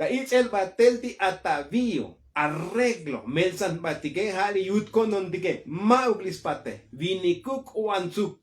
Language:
Tzotzil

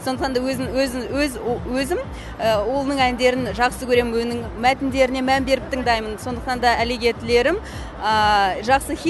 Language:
Kazakh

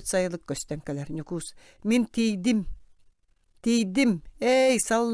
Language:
Yakut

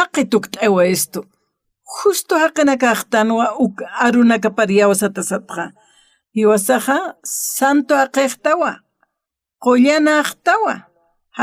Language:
Aymara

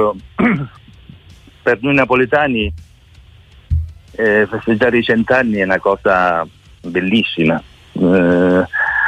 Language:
Italian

